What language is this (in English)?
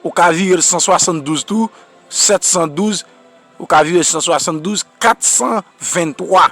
Haitian Creole